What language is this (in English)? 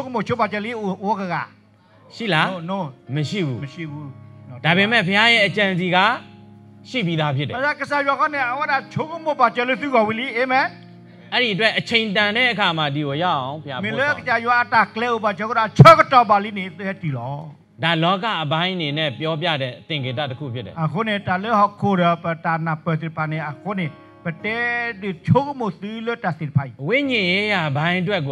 Burmese